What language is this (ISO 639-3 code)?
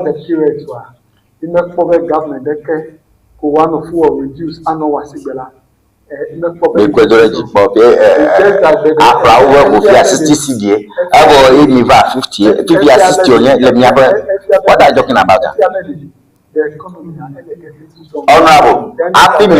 ewe